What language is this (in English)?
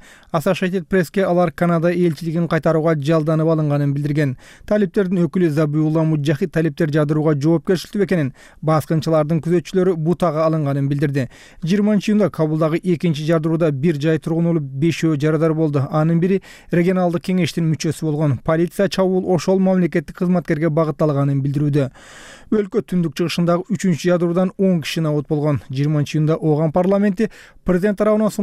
Kyrgyz